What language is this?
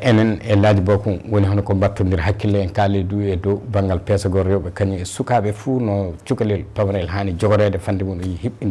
Fula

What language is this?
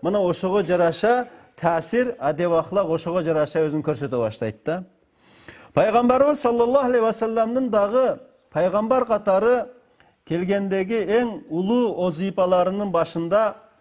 Kyrgyz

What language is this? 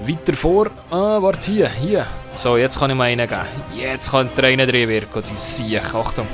Swiss German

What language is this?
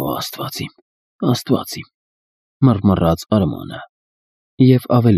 Armenian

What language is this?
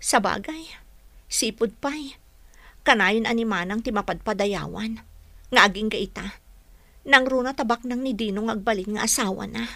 Iloko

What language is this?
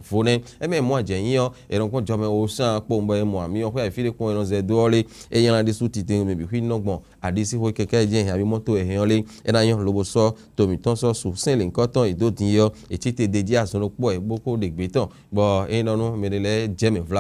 Fon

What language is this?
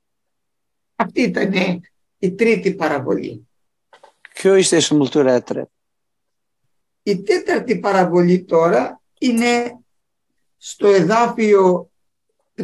Greek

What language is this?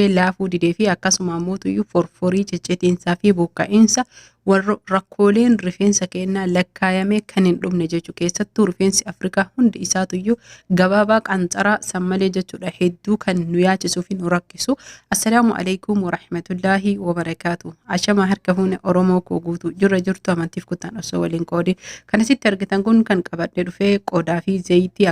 Oromo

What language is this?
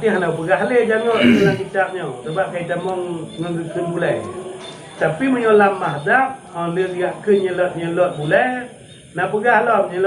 Achinese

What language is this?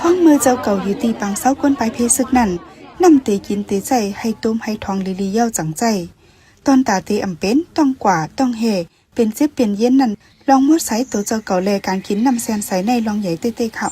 Shan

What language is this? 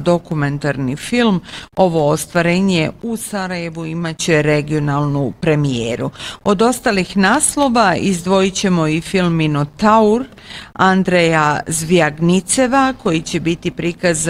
Bosnian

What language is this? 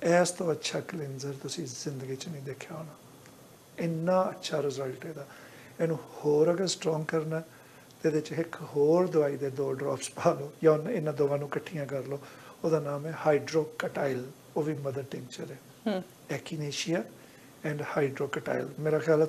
Punjabi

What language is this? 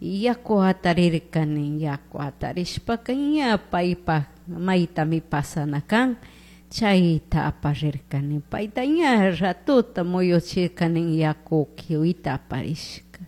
Chimborazo Highland Quichua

